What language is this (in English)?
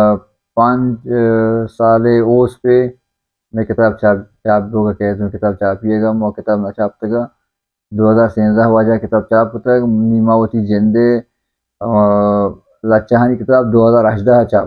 Baluchi